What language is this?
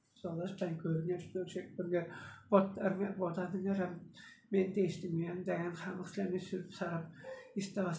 Tuvinian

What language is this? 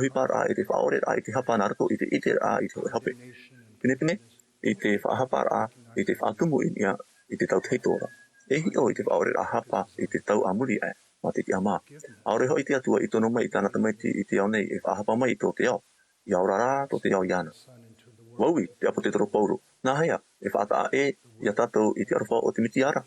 Tahitian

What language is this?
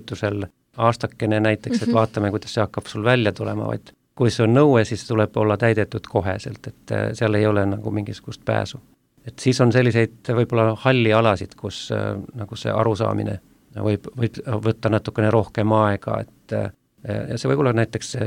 Estonian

